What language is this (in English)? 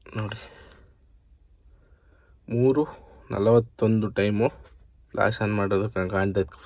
Kannada